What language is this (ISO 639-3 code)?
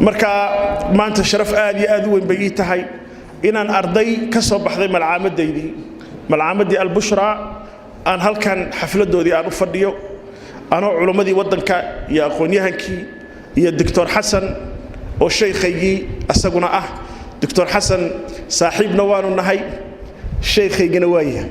som